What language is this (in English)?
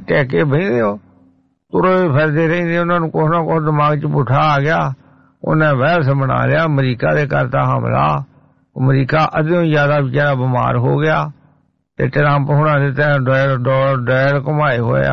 Punjabi